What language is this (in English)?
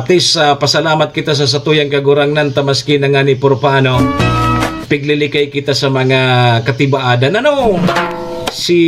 Bikol